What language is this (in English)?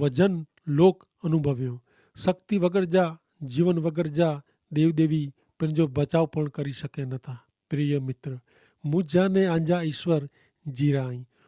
Kachhi